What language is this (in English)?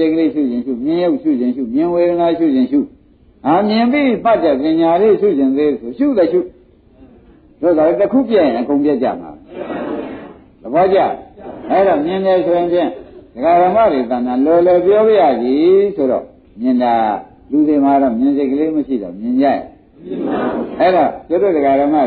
Burmese